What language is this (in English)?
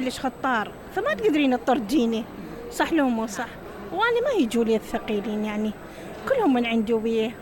Mesopotamian Arabic